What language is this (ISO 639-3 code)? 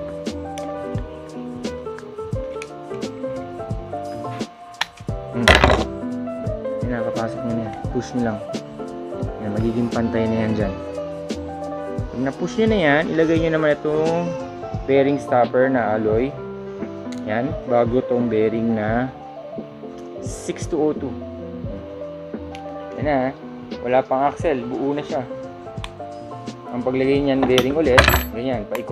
fil